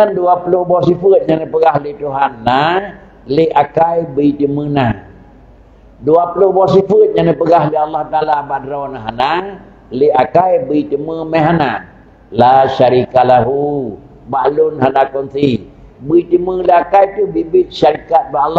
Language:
Achinese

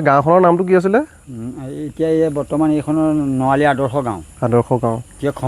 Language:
Assamese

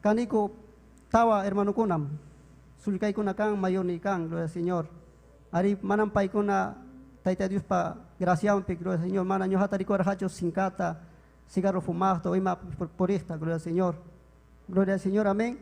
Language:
Ayacucho Quechua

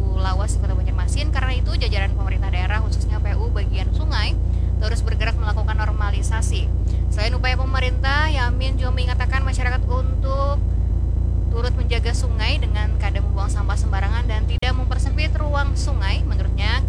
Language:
Banjar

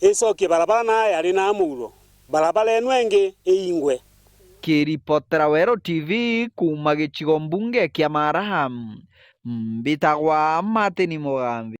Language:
Meru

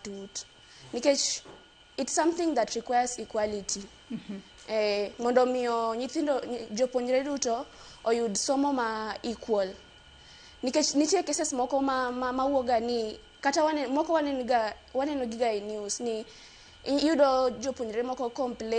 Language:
Luo (Kenya and Tanzania)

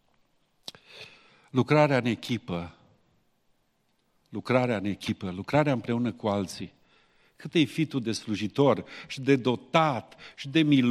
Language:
Romanian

